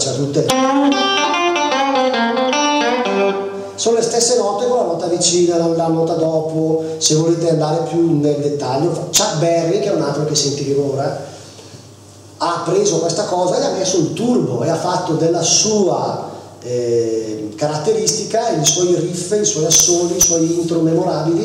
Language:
Italian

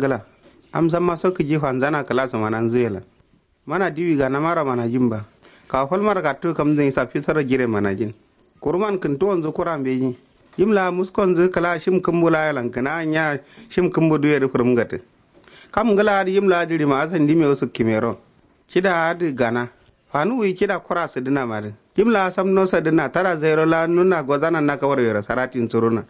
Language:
Kanuri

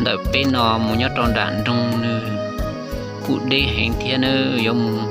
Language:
Hmong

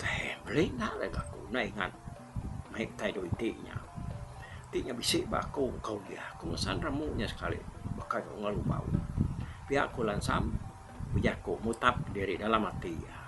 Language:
Iban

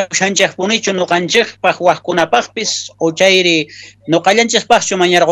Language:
Quechua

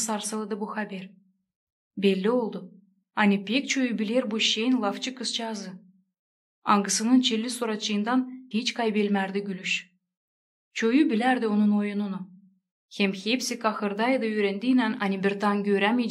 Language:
Gagauz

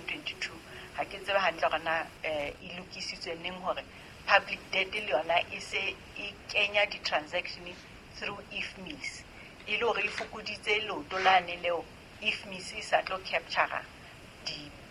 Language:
Southern Sotho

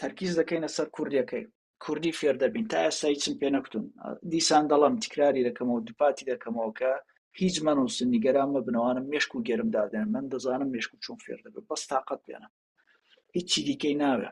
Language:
Central Kurdish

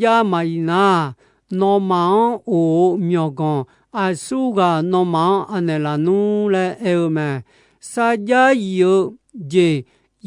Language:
Akha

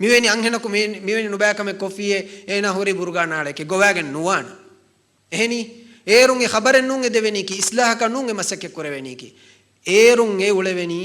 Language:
Divehi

